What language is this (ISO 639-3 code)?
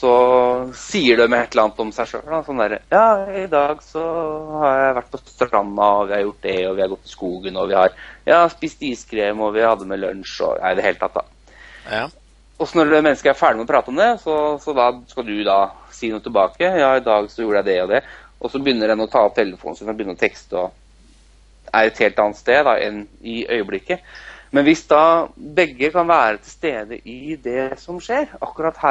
nor